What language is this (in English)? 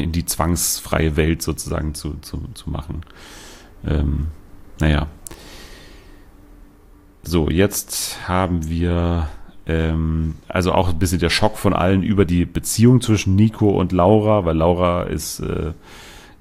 German